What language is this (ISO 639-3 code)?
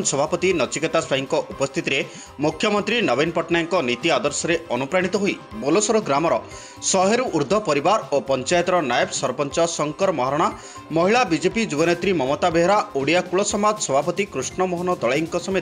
ori